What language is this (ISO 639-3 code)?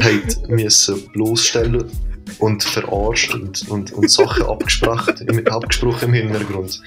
gsw